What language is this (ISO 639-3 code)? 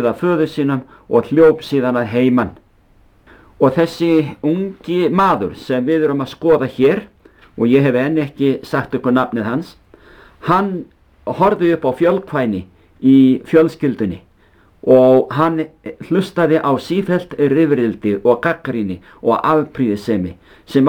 isl